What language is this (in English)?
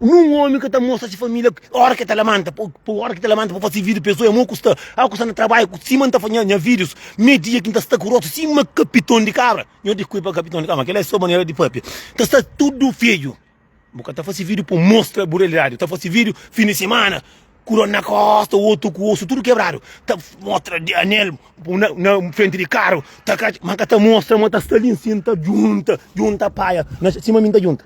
Kabuverdianu